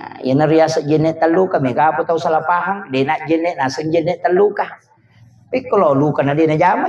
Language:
Buginese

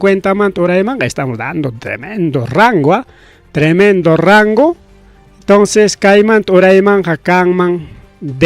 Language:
Ayacucho Quechua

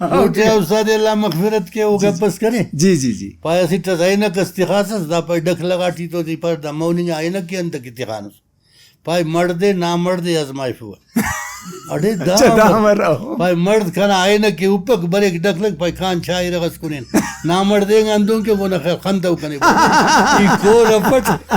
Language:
Brahui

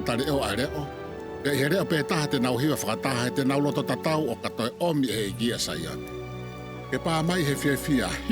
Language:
Tongan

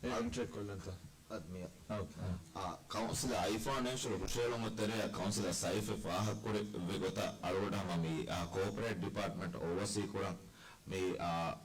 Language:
Divehi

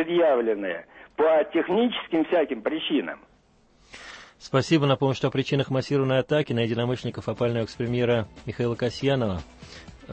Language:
Russian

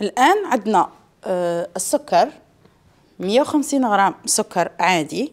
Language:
Algerian Arabic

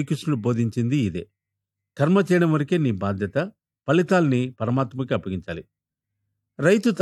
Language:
Telugu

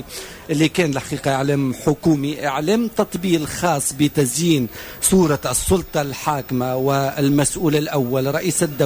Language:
Tunisian Arabic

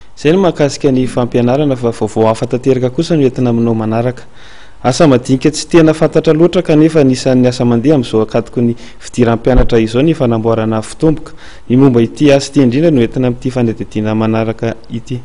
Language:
Malagasy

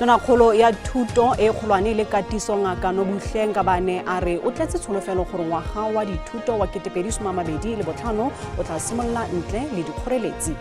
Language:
Tswana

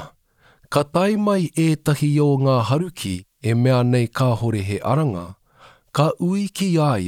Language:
Māori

